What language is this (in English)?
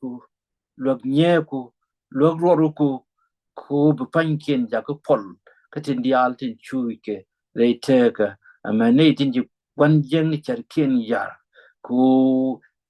Nuer